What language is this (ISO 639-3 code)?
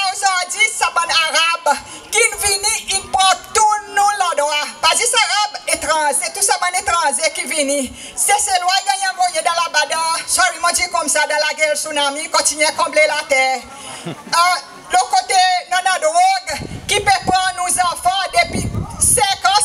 crs